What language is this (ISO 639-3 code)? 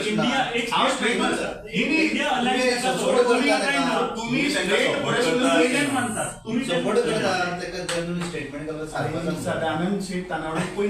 kok